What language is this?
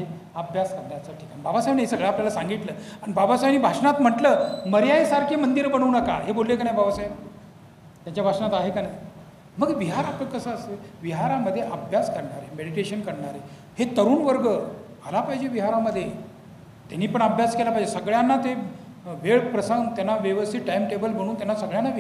Marathi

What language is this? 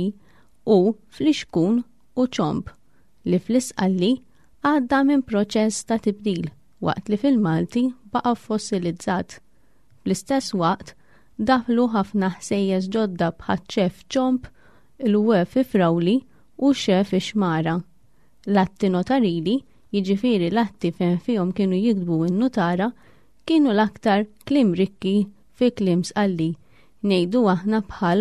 Maltese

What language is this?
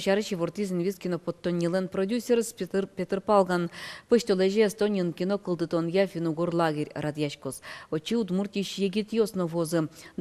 Udmurt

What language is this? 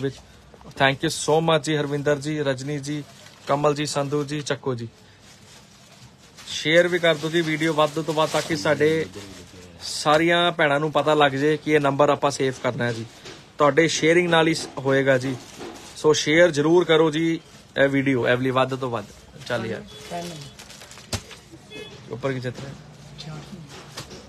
Punjabi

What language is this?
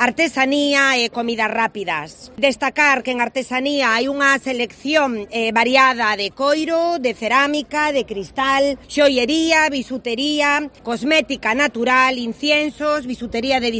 Galician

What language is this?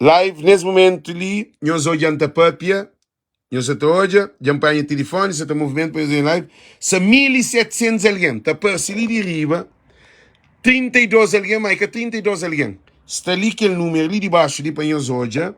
Kabuverdianu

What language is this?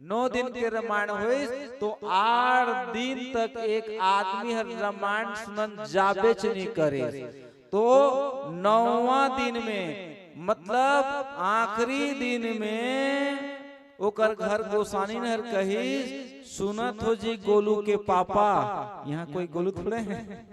Chhattisgarhi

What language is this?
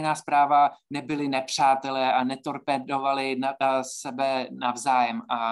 Czech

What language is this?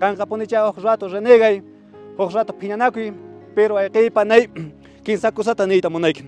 Quechua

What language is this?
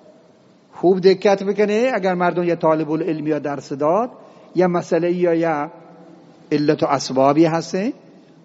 Eastern Balochi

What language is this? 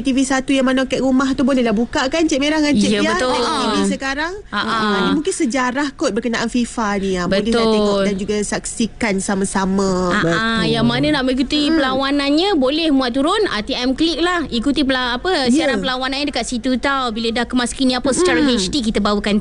Malay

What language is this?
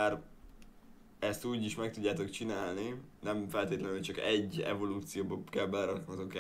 Hungarian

